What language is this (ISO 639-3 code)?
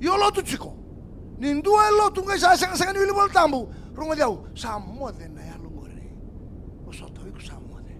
fij